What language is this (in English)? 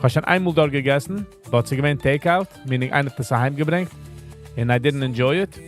Yiddish